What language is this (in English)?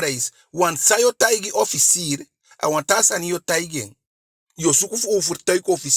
Eastern Maroon Creole